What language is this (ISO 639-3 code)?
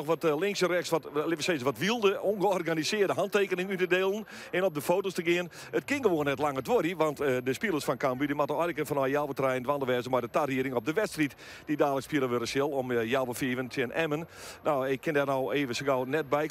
fry